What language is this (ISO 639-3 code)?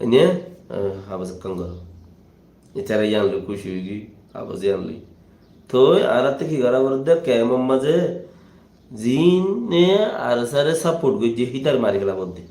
rhg